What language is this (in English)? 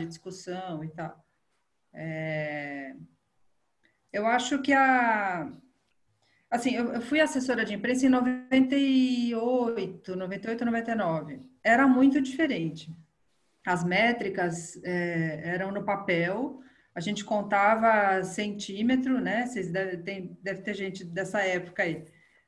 Portuguese